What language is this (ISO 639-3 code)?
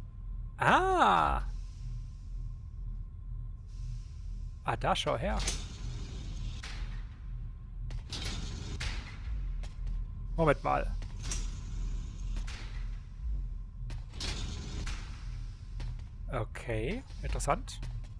deu